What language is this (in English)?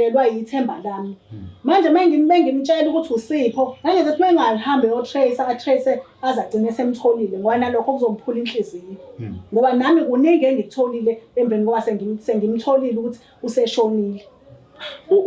Zulu